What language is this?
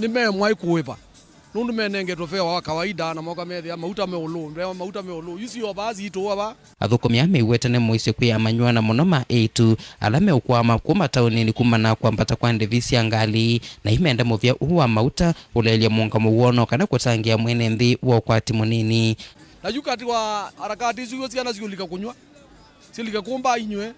Kamba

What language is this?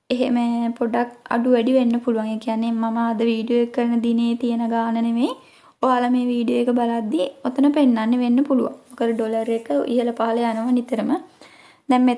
Sinhala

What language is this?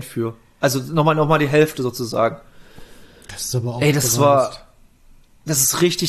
German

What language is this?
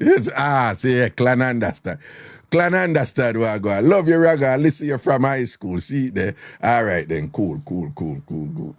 Jamaican Creole English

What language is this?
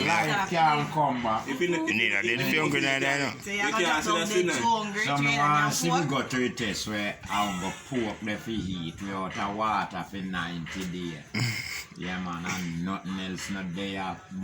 Jamaican Creole English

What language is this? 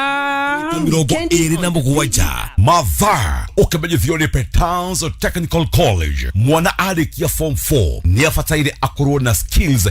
Kikuyu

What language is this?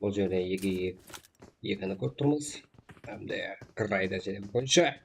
Kara-Kalpak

